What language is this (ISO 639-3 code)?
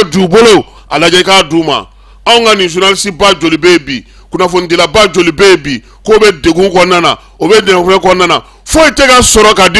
bam